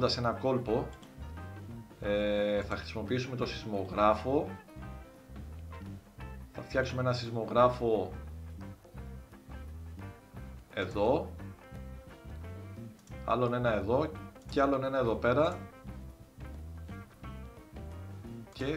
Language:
Greek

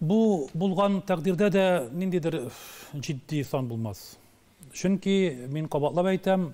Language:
Tatar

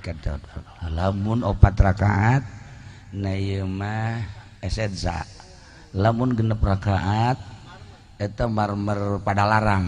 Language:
Sundanese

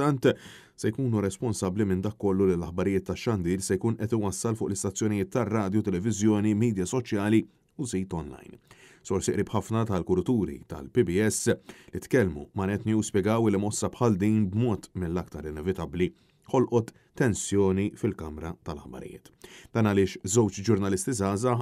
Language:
Maltese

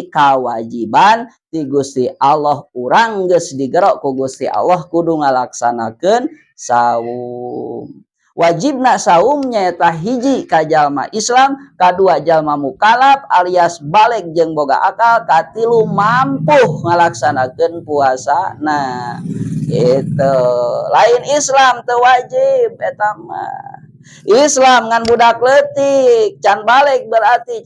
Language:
Sundanese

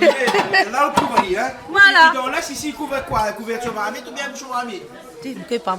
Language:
Réunion Creole French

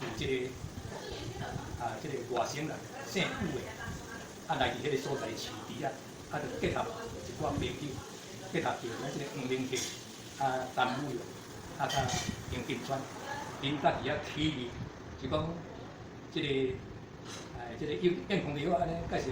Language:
Min Nan Chinese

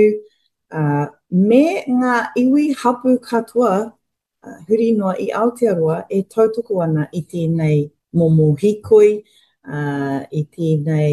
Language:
Māori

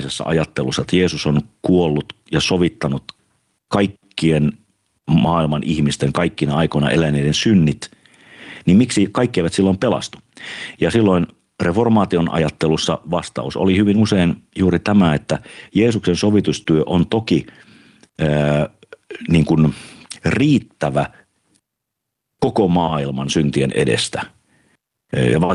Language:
Finnish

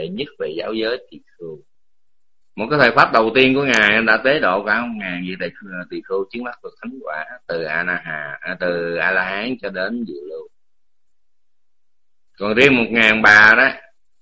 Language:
Vietnamese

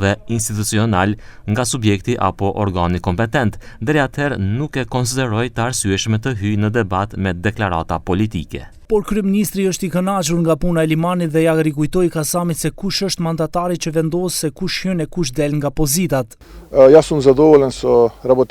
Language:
Albanian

